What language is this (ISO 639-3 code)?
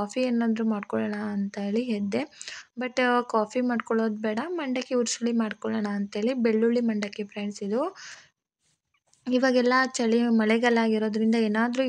kan